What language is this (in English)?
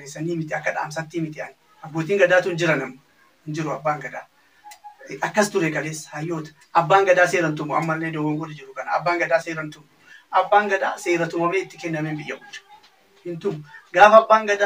Oromo